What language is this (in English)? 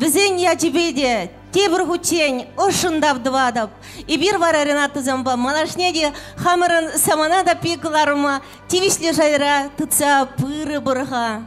Chuvash